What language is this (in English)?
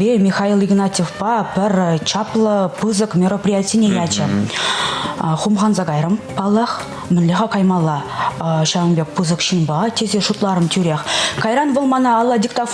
Chuvash